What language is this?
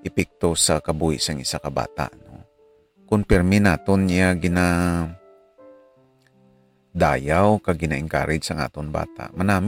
Hiligaynon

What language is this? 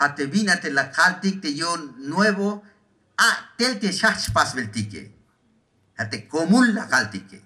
Tzeltal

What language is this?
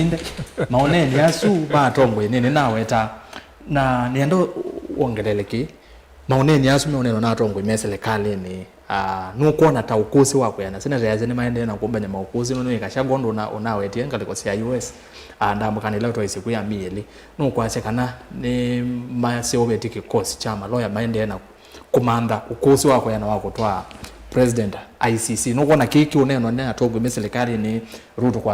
Kamba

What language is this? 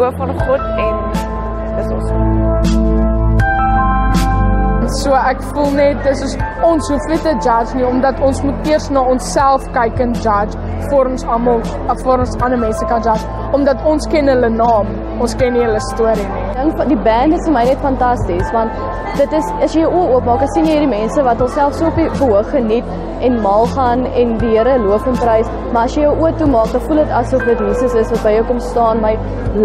Afrikaans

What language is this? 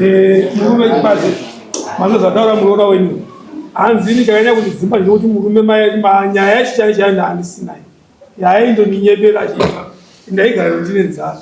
Shona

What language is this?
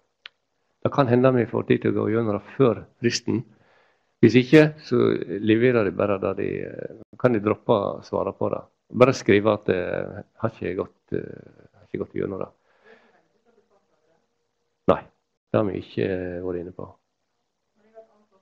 Norwegian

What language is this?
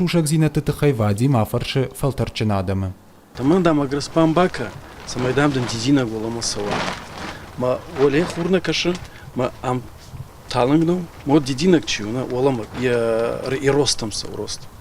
Ossetic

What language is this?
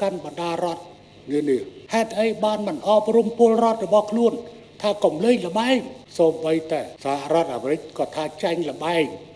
Khmer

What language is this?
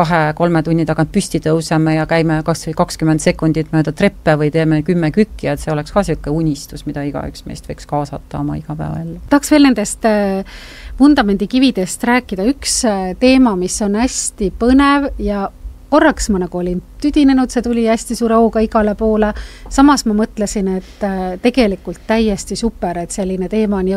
Estonian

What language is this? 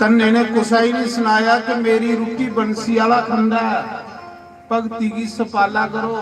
Dogri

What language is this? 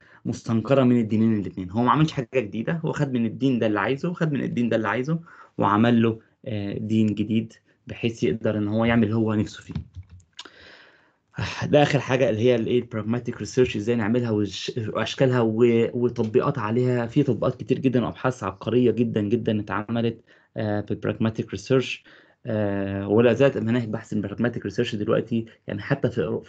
Egyptian Arabic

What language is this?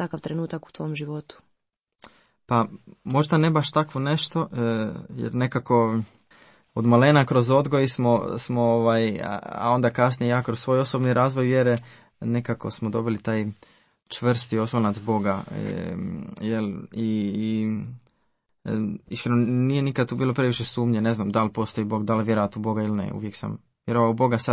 Croatian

